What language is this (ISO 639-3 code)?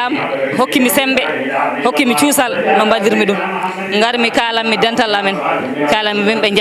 ful